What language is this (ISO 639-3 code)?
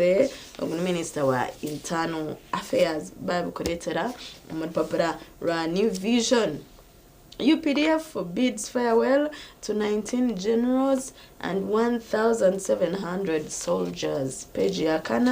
nyn